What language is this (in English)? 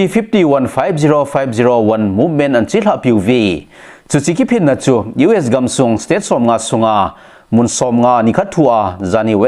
Thado Chin